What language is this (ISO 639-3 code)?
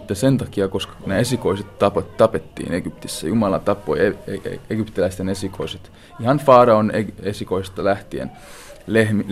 fin